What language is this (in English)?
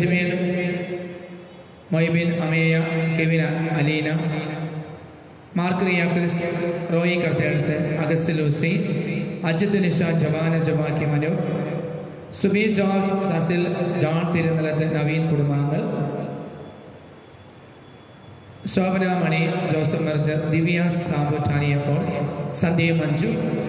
Malayalam